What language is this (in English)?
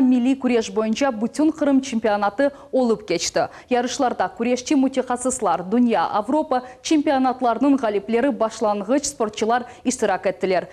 Crimean Tatar